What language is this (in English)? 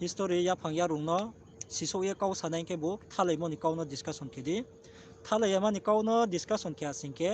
Riang (India)